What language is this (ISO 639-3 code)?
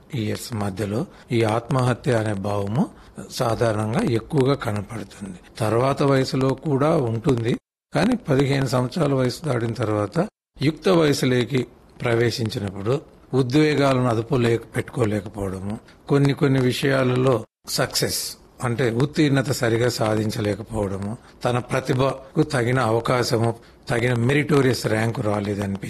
tel